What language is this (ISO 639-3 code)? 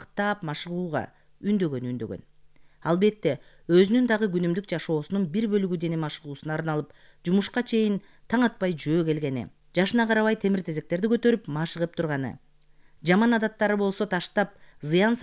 kir